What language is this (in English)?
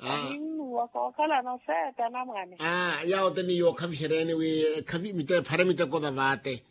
Makhuwa